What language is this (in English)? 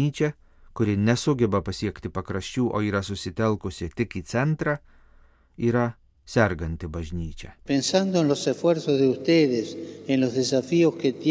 Lithuanian